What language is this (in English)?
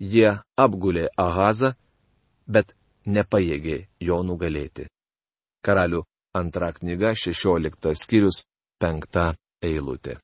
Lithuanian